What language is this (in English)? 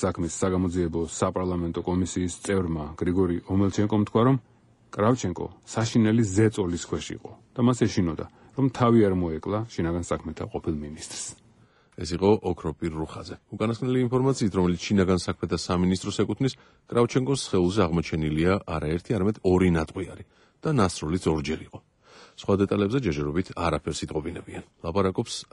Georgian